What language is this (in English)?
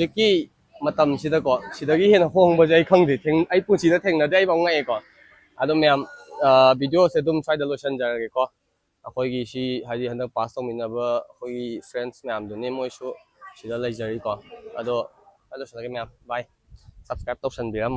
Manipuri